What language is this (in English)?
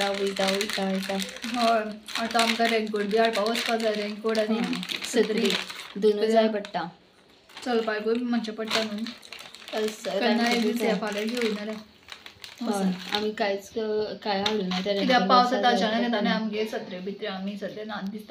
Konkani